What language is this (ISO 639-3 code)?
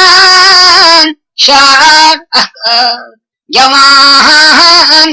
kas